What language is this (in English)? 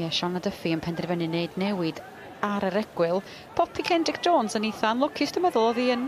Welsh